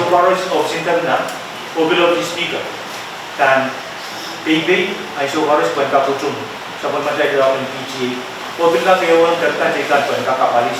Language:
Pohnpeian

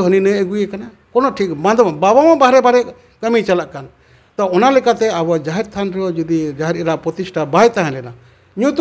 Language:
Santali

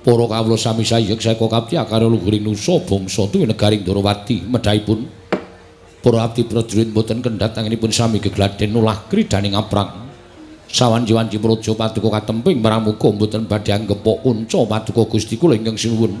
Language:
Javanese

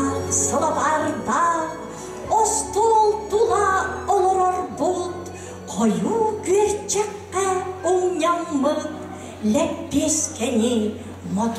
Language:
Yakut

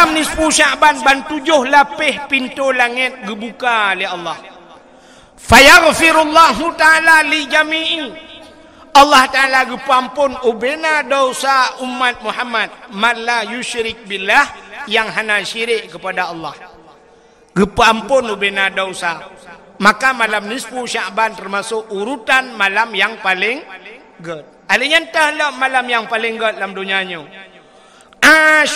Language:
Achinese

